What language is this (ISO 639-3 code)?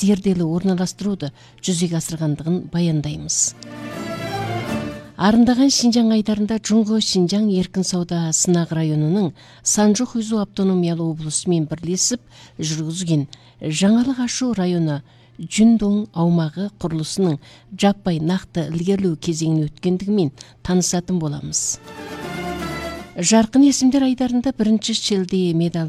kaz